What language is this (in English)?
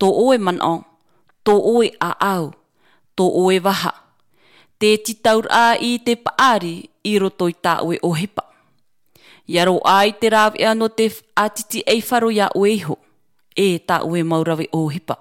Tahitian